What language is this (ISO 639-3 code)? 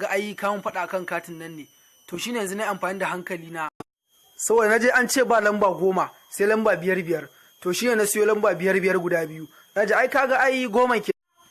hau